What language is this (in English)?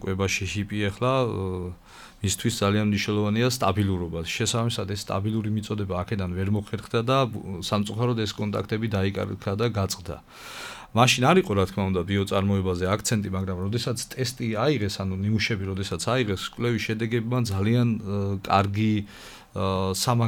Georgian